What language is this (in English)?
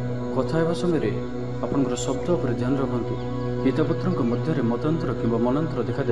Odia